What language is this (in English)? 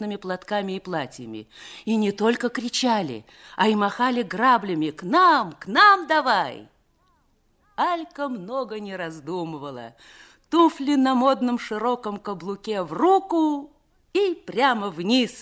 Russian